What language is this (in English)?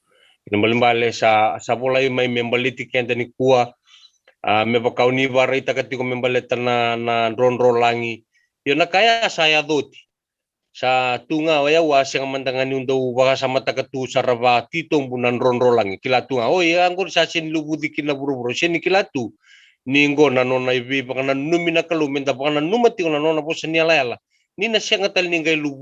Fijian